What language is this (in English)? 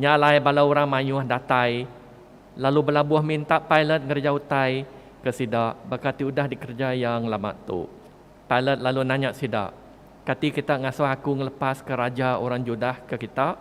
Iban